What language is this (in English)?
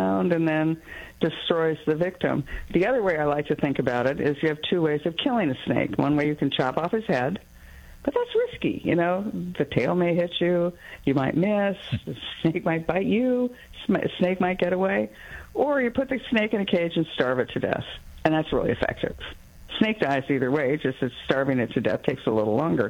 English